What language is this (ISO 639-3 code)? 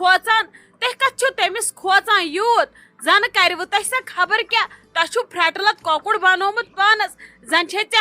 kas